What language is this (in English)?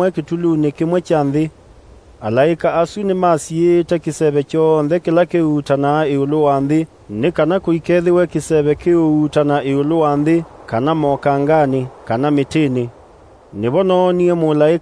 Kamba